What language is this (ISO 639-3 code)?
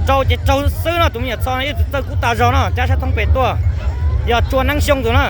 hmn